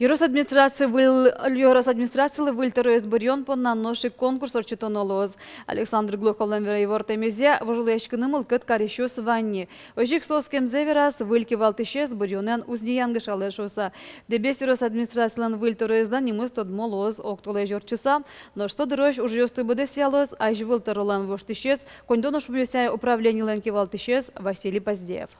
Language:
Udmurt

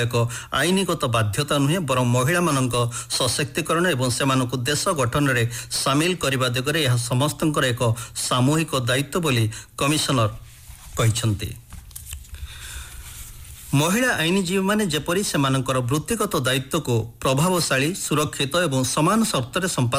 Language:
Odia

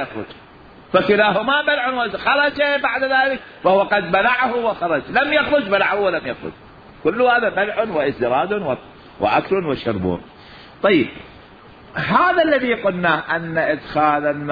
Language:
Mesopotamian Arabic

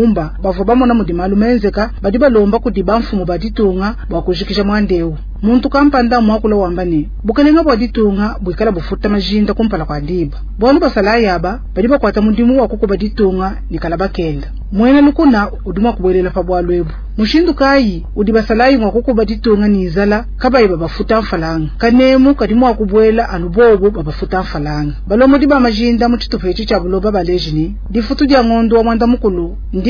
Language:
Luba-Lulua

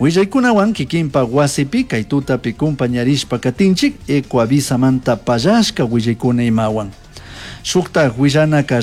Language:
Chimborazo Highland Quichua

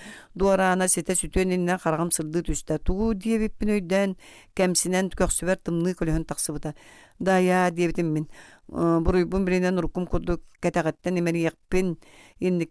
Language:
Yakut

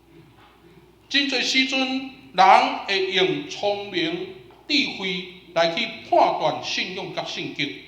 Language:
Min Nan Chinese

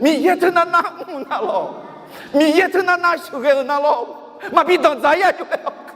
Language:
Akha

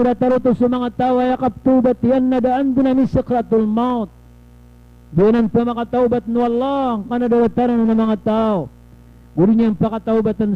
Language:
Maranao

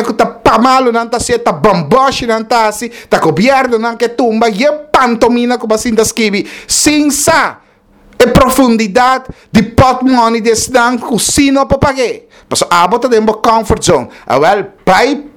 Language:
Papiamento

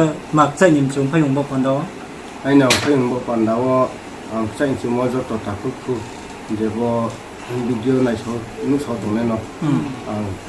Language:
Riang (India)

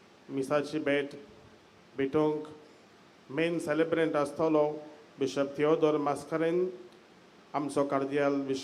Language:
Konkani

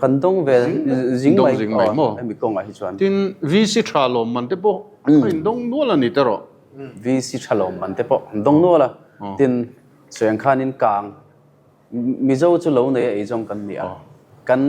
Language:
Mizo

